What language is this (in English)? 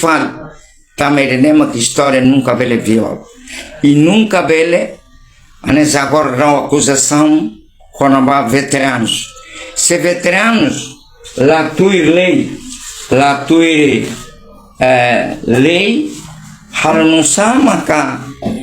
Tetum